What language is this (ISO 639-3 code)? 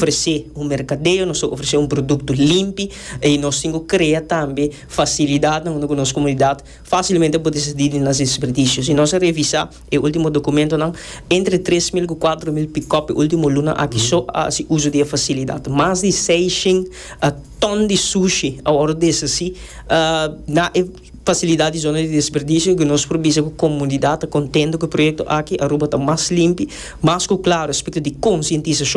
pap